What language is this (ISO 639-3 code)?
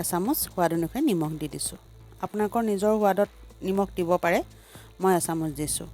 asm